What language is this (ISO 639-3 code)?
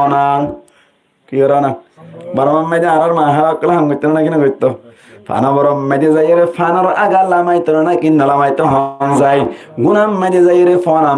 rhg